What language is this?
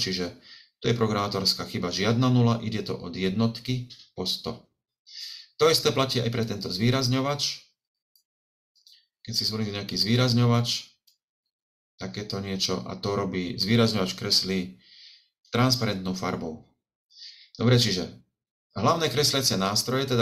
Slovak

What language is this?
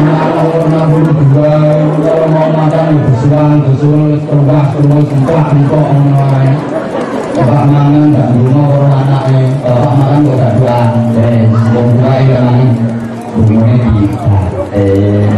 Javanese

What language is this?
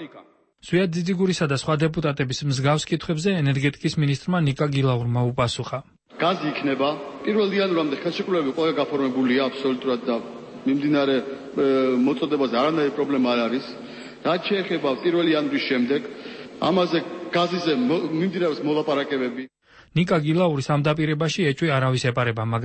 Georgian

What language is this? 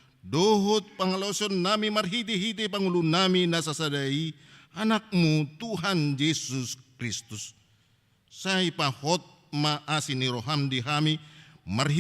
Batak Toba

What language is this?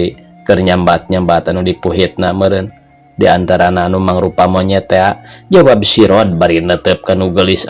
Sundanese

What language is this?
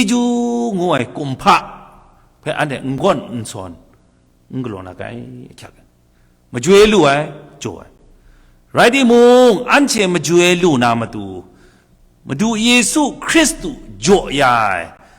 Kachin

